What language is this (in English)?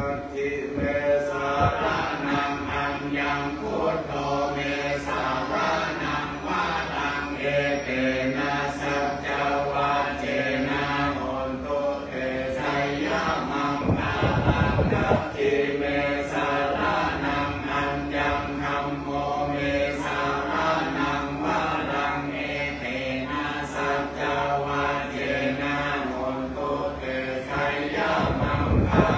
Pali